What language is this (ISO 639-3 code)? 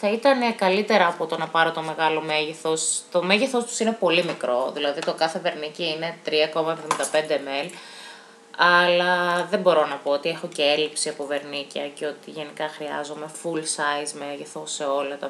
ell